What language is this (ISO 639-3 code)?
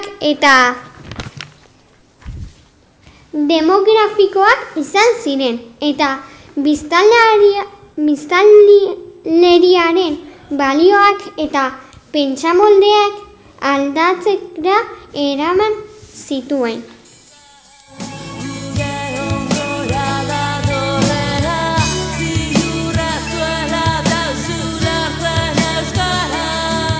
eus